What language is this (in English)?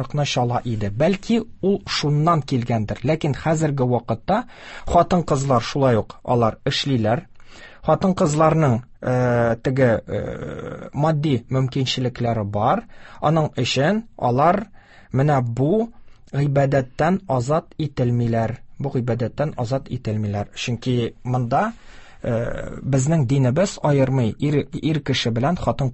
Tatar